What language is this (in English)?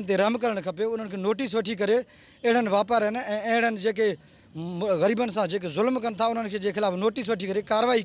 Sindhi